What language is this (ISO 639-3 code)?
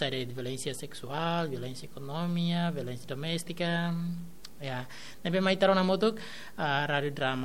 tet